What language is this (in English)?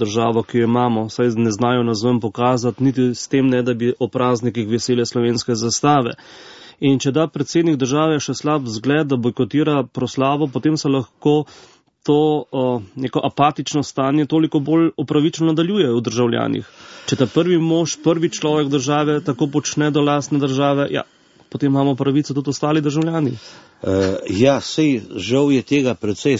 Slovenian